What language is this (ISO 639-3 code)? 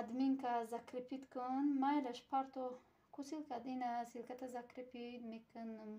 tgk